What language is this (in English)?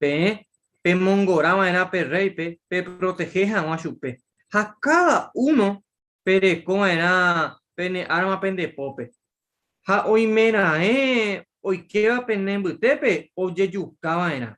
Guarani